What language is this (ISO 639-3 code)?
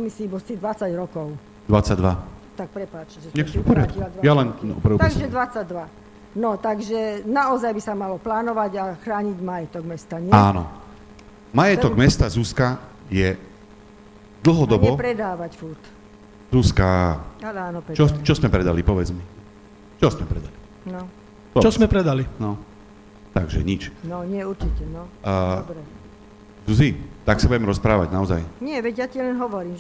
slk